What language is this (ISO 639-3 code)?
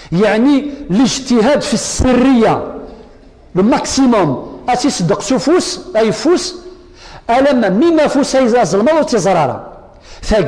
kab